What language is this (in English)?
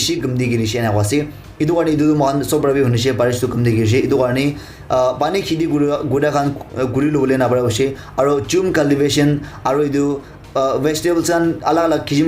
Naga Pidgin